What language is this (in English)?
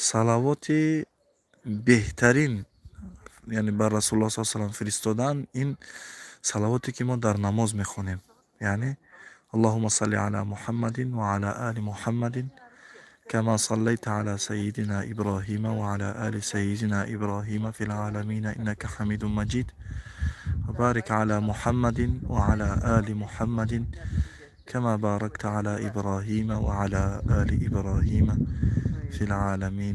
Tajik